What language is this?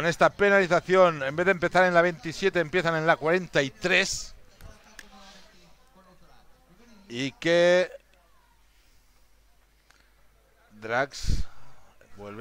Spanish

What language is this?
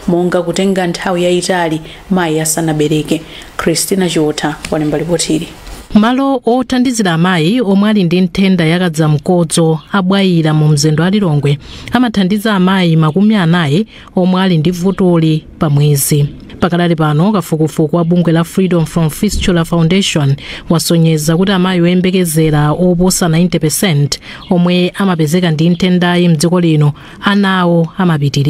Nyanja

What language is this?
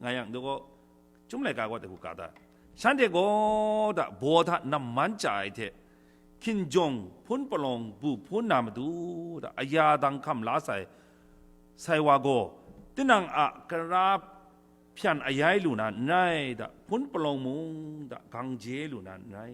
Kachin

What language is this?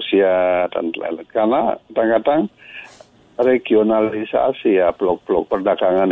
Indonesian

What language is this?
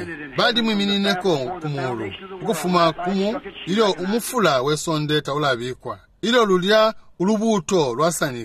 Bemba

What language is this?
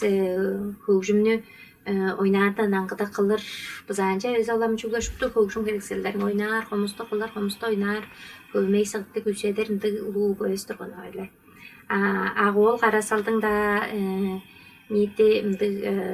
Tuvinian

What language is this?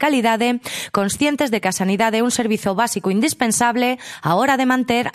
Galician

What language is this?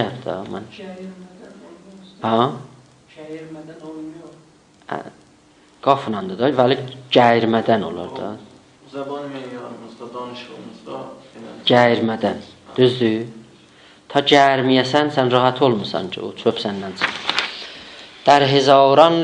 South Azerbaijani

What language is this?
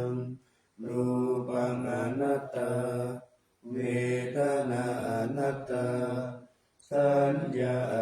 Pali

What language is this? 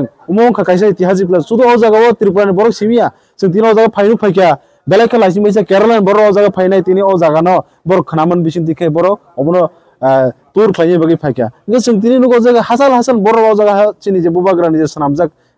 Kok Borok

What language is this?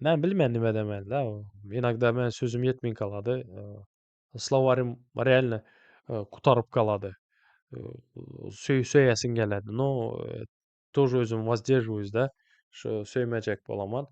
Turkmen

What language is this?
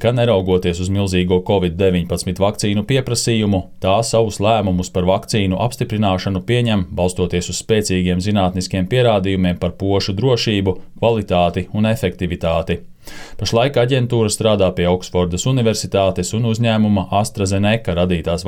Latvian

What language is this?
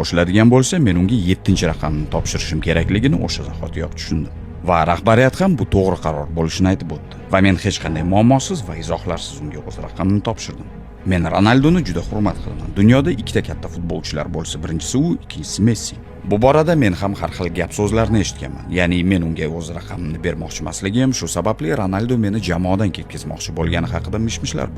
Uzbek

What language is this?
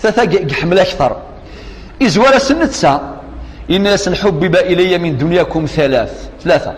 Kabyle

